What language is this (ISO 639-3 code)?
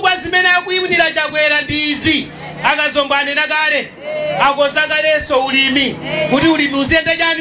nya